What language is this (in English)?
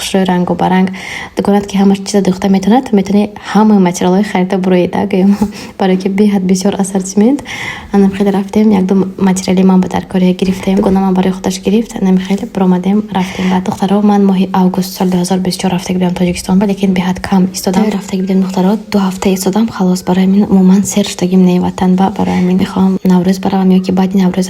Tajik